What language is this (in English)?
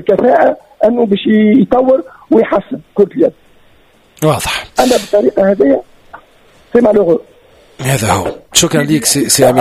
Tunisian Arabic